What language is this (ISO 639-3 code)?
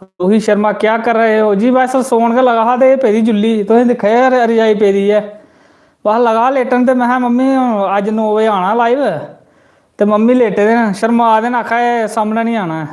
doi